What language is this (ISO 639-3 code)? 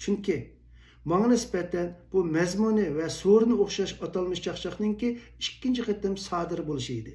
uig